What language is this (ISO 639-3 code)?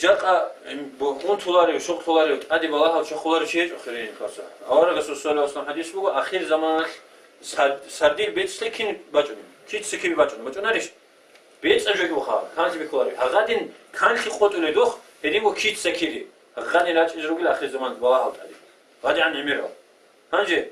ava